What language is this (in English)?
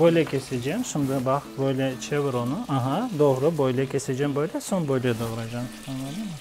Crimean Tatar